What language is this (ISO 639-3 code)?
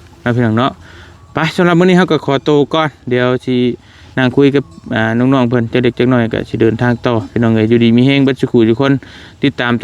lao